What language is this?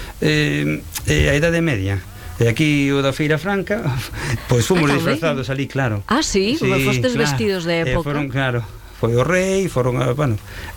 Galician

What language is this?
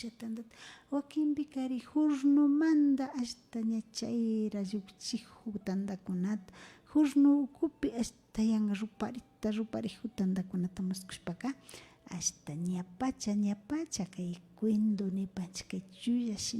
Imbabura Highland Quichua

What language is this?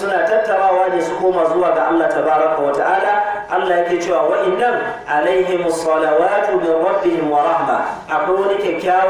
Hausa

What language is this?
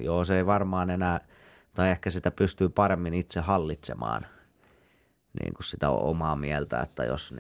Finnish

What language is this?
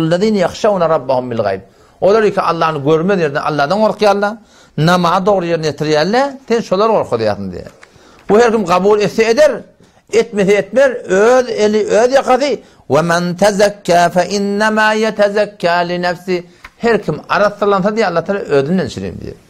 Turkmen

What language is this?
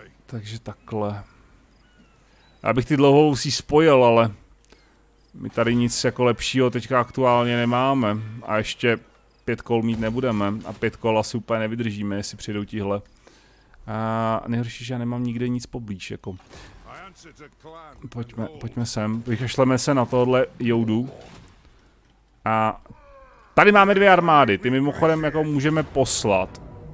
Czech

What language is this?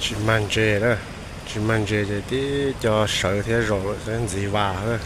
Hmong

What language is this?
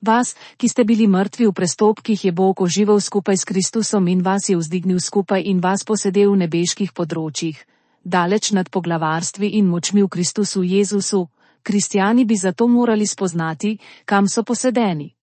Slovenian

